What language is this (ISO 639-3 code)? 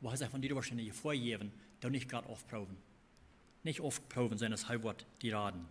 pdt